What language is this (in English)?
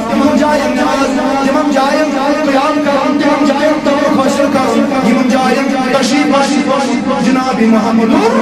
Kashmiri